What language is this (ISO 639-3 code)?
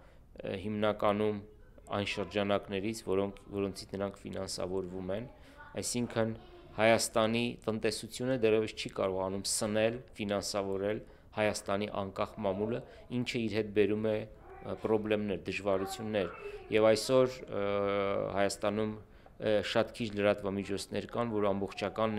hye